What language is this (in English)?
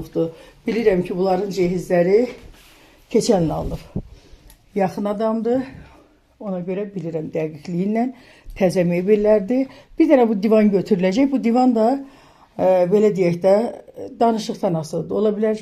Azerbaijani